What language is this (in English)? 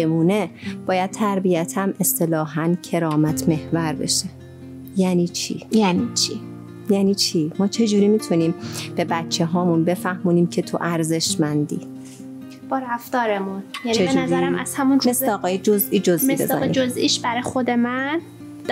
Persian